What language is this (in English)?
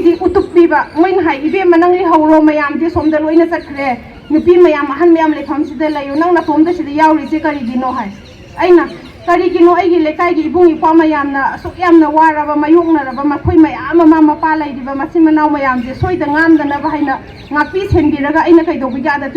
Manipuri